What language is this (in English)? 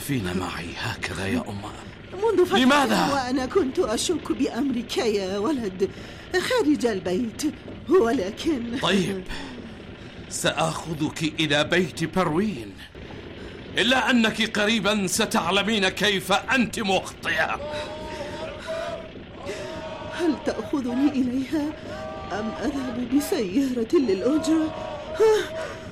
Arabic